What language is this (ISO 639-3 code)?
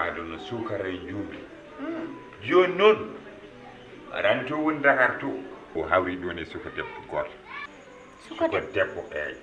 ful